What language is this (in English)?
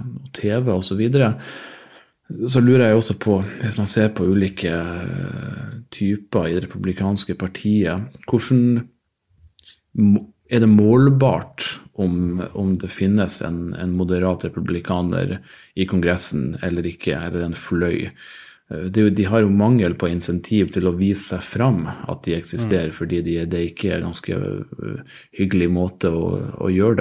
Norwegian